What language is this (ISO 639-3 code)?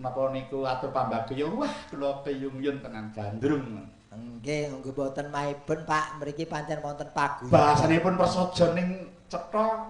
jav